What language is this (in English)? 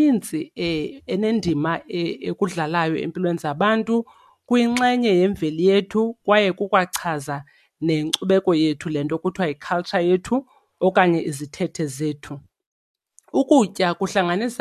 Xhosa